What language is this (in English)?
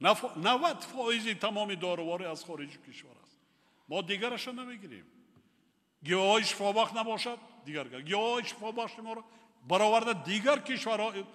Tajik